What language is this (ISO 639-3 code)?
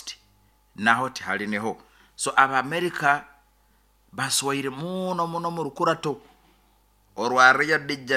nyo